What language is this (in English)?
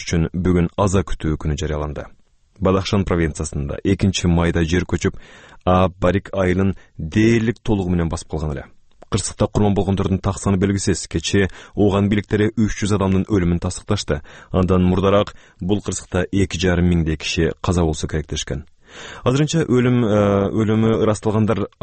Kyrgyz